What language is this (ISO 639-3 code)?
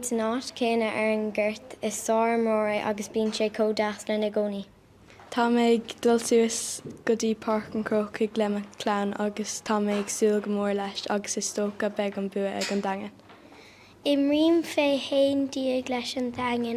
gle